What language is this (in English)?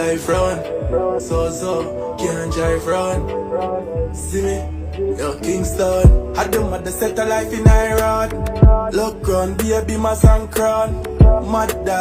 Jamaican Creole English